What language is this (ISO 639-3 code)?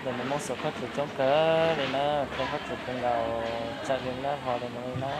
hmn